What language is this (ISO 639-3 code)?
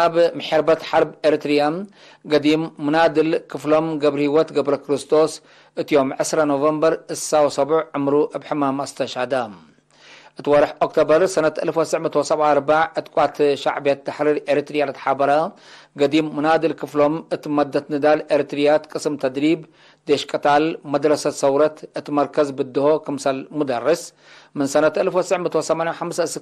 tig